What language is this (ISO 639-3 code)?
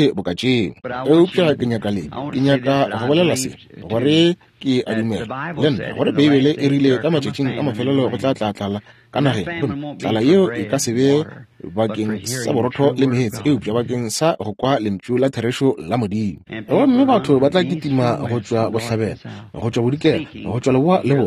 nso